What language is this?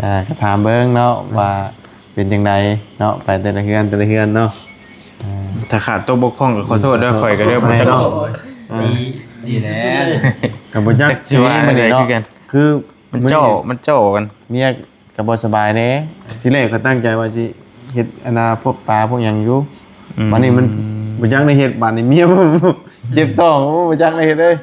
Northeastern Thai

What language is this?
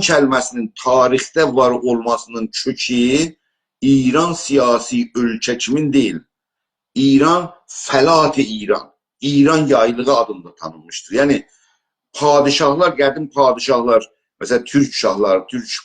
South Azerbaijani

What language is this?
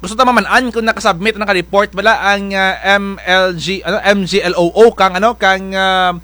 Kinaray-a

